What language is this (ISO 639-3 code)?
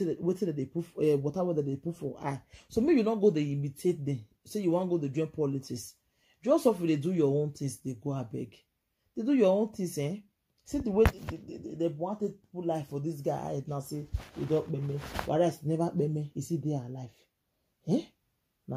pcm